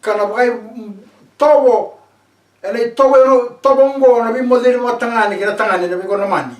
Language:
Fijian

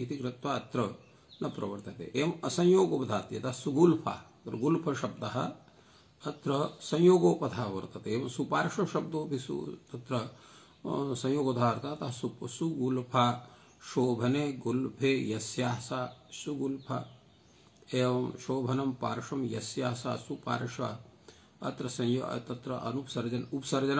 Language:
Sanskrit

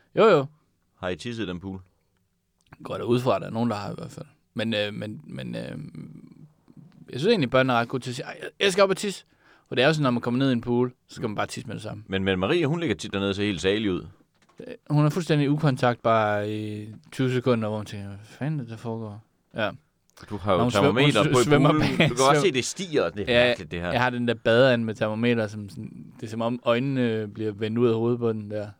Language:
Danish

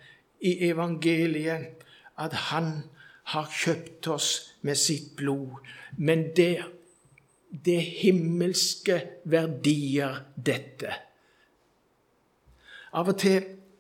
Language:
Norwegian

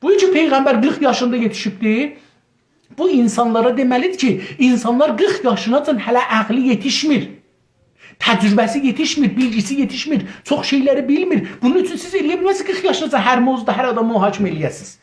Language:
South Azerbaijani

